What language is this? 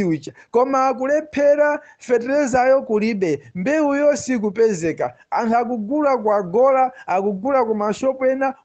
Nyanja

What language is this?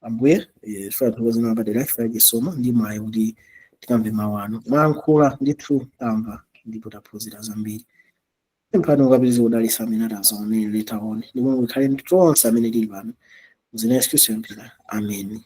Nyanja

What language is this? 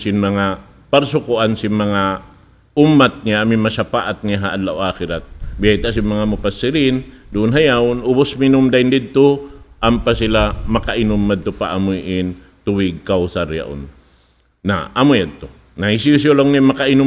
Tausug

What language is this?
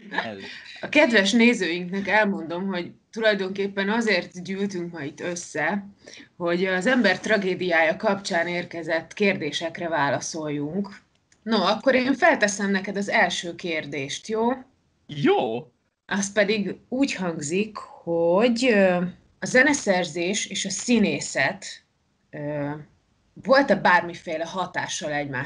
Hungarian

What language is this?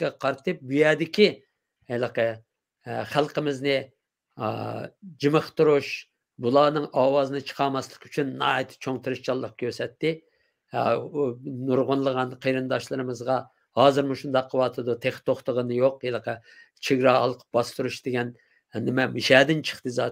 Uyghur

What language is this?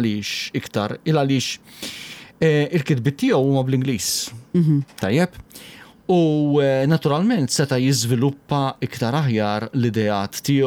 Maltese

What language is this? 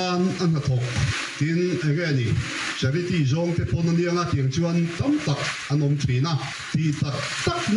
Mizo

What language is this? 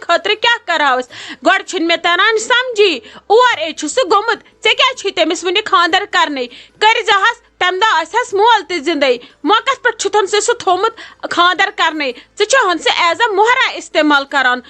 Kashmiri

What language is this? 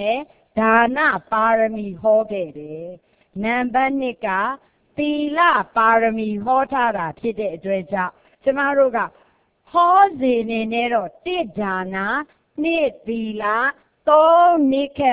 Burmese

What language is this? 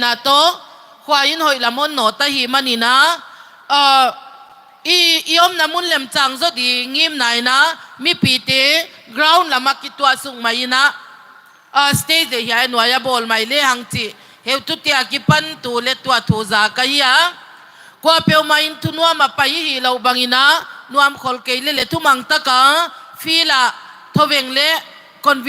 Tedim Chin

